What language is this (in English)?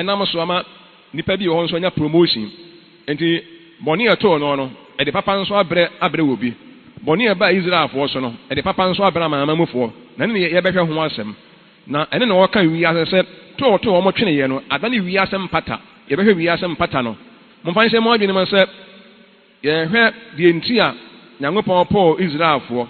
Akan